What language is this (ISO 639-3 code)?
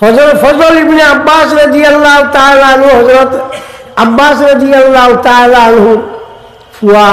syl